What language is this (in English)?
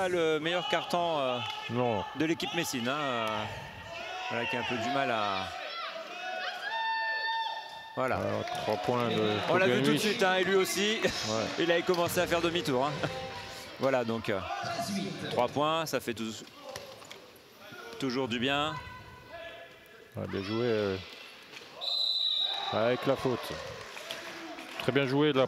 French